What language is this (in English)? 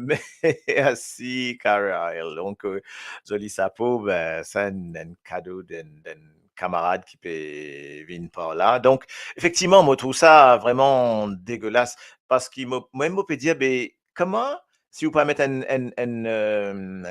Morisyen